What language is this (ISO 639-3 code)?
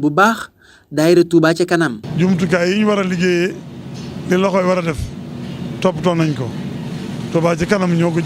wol